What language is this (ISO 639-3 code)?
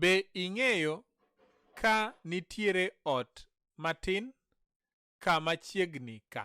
luo